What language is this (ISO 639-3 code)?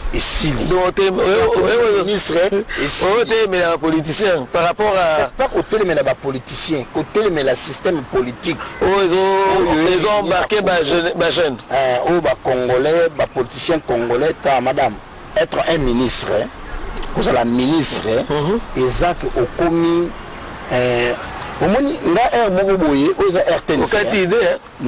lin